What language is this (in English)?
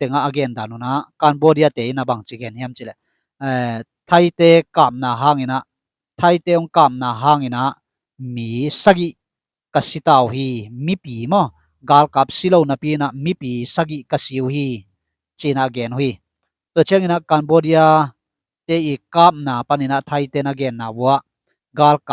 Tedim Chin